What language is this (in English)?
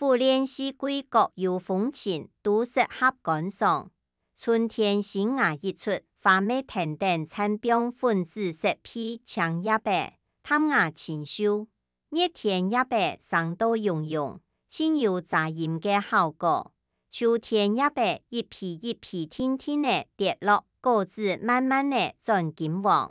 Hakka Chinese